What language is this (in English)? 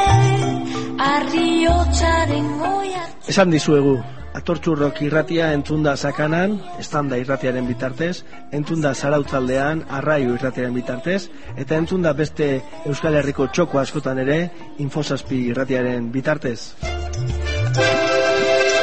Basque